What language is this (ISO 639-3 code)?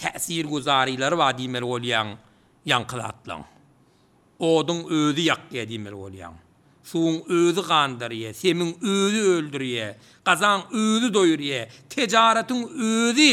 tuk